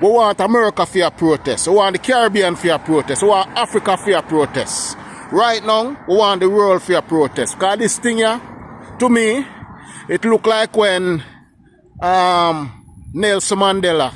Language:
Jamaican Creole English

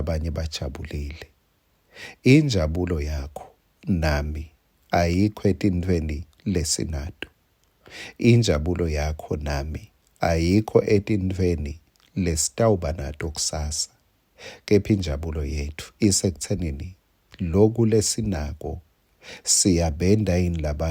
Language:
Swati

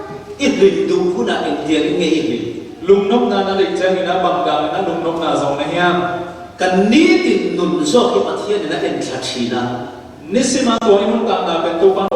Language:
Falam Chin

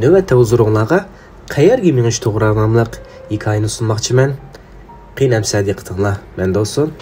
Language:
Uyghur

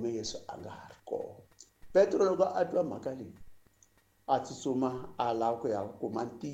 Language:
Tsonga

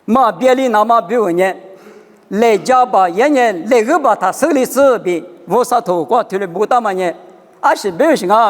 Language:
Lisu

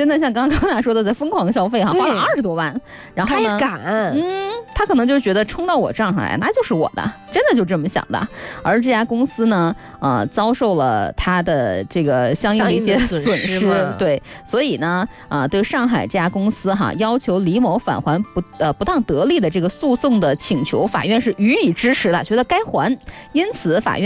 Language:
Chinese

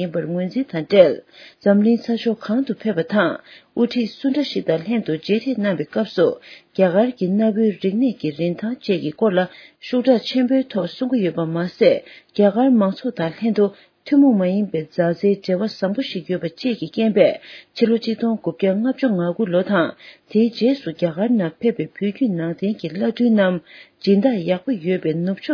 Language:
Tibetan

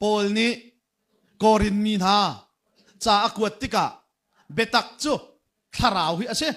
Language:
Hakha Chin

